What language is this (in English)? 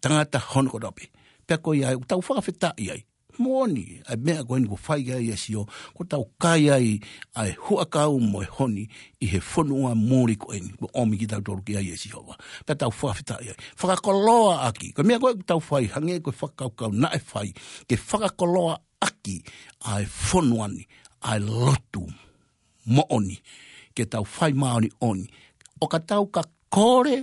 Tongan